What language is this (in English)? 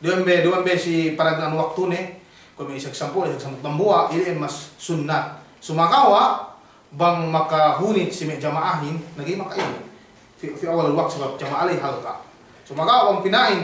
Yakan